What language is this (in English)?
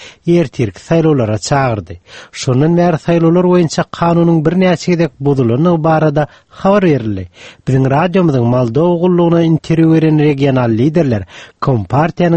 Turkmen